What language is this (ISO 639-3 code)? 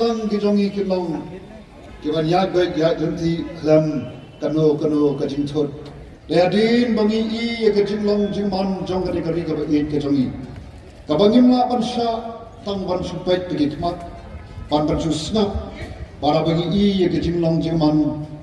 kha